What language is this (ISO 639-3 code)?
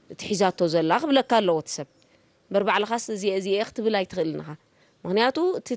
tir